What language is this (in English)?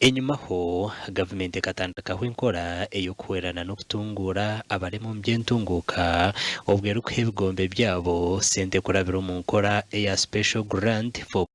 Nyankole